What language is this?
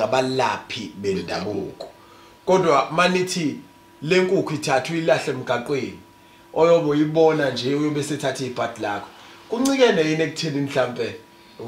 Zulu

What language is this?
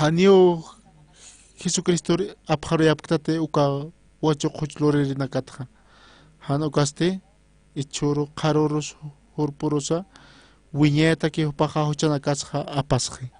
Aymara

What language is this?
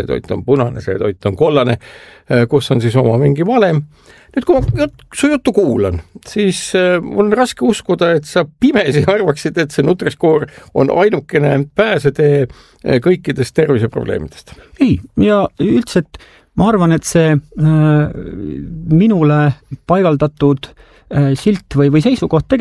Estonian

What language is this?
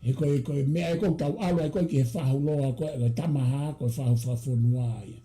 Tongan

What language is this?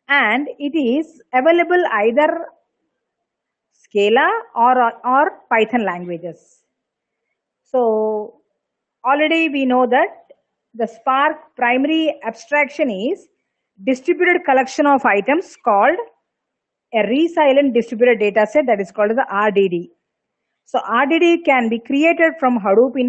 English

